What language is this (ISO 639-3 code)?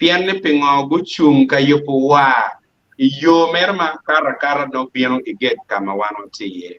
ach